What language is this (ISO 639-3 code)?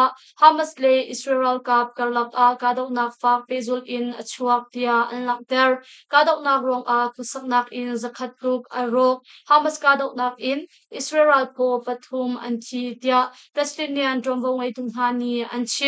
cnh